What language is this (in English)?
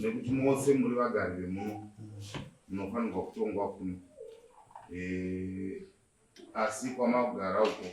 Shona